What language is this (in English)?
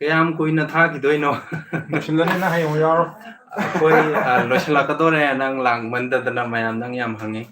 Manipuri